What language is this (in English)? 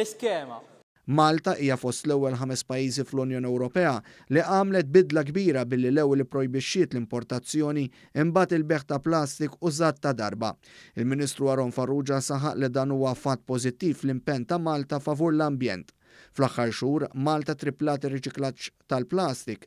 Maltese